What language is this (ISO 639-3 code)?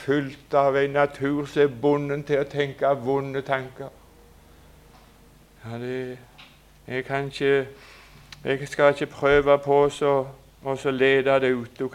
nor